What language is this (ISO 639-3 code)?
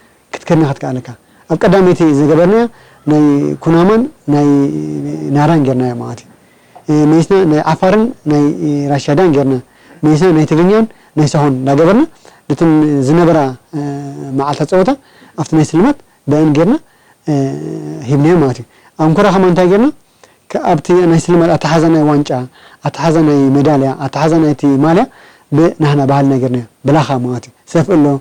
tir